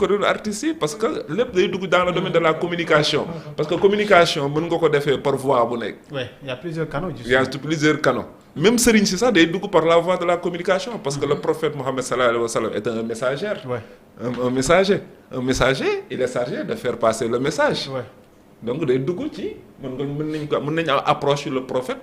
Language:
Wolof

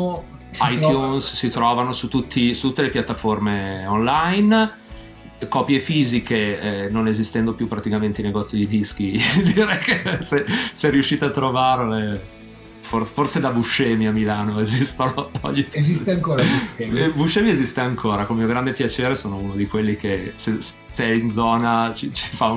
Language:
Italian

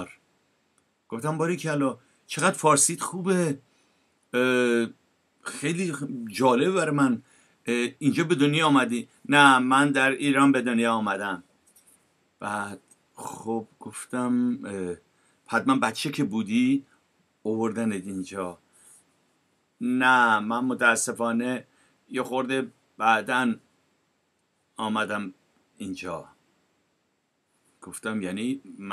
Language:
Persian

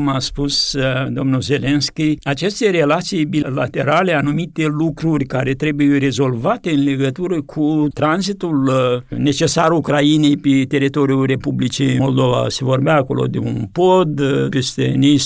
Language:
Romanian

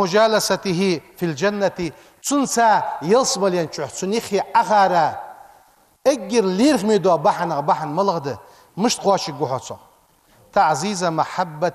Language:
Ingush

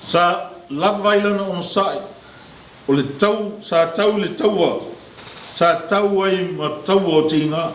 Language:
Samoan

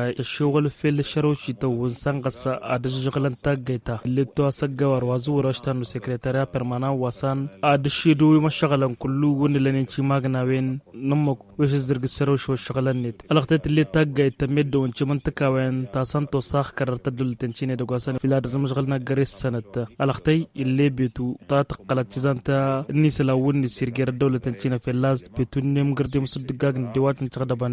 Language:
Tamasheq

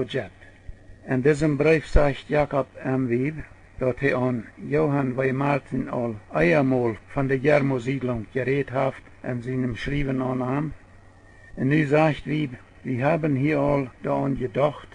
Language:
Plautdietsch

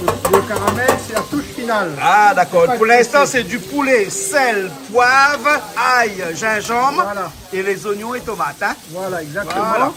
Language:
Réunion Creole French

